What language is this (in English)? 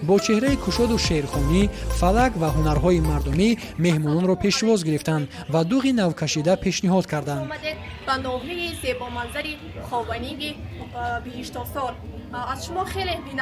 Tajik